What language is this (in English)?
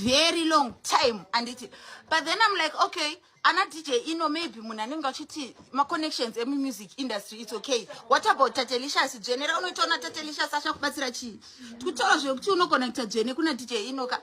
Shona